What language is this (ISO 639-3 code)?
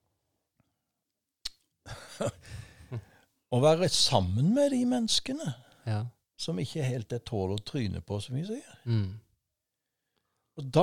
nor